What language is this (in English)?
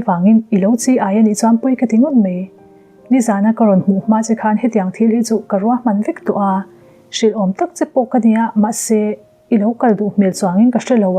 Mizo